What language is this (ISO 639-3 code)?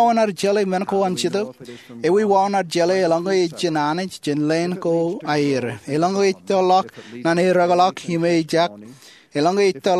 mah